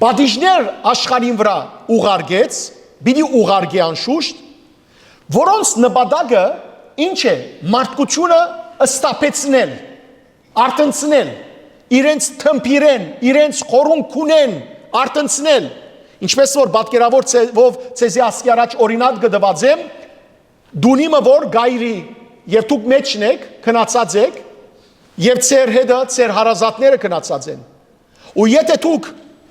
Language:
Western Armenian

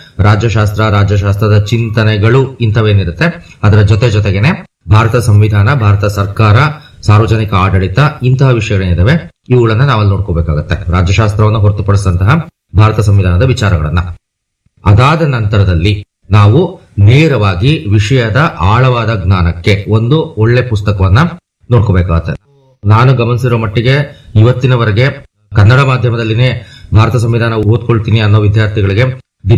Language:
Kannada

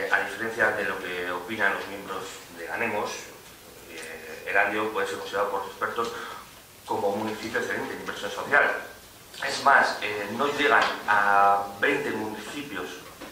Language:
Spanish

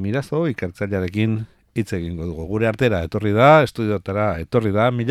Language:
Basque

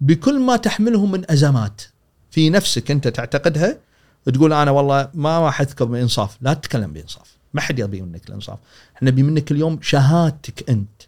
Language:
Gulf Arabic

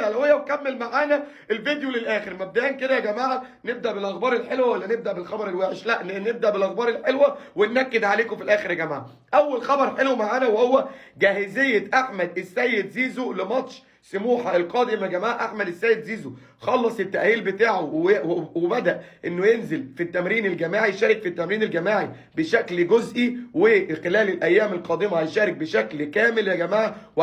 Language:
Egyptian Arabic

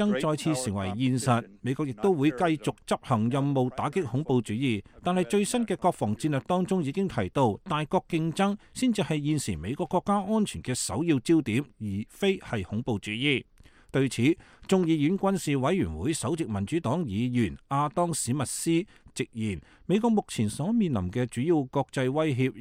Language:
Cantonese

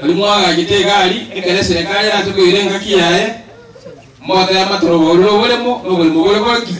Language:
Gusii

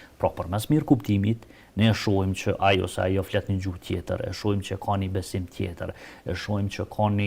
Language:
Albanian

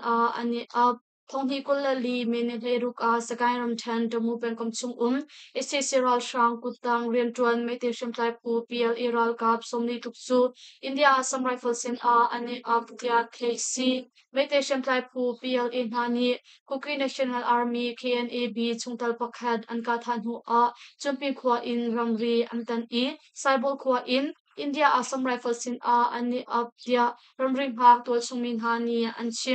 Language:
Hakha Chin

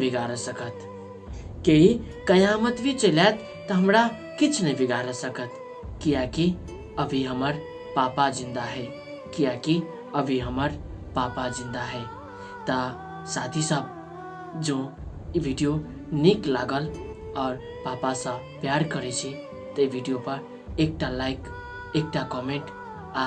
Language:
Maithili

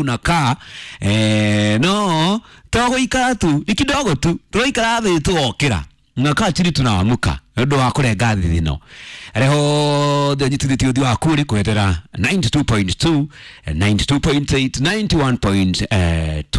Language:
Kikuyu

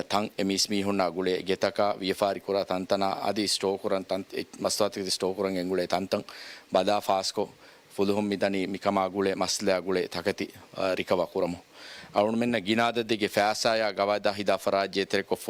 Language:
Divehi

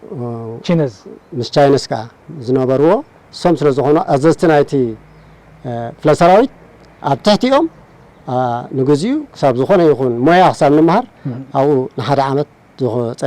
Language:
Tigrinya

